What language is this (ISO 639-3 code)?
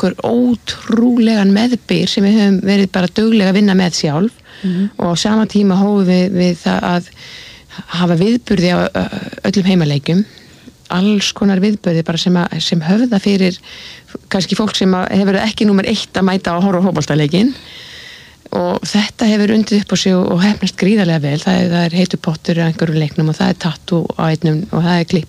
isl